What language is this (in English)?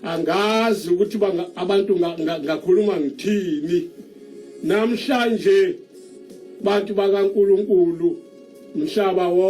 Zulu